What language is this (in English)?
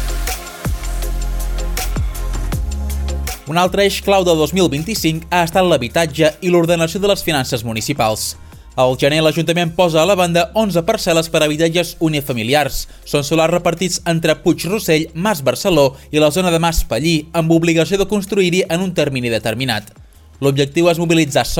Catalan